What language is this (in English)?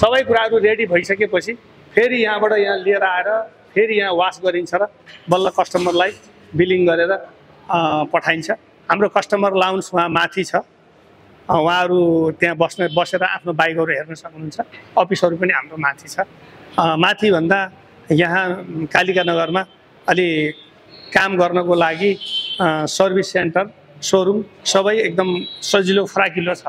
Nepali